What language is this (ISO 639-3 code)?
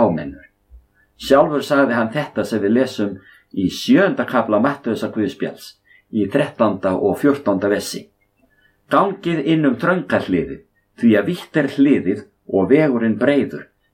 isl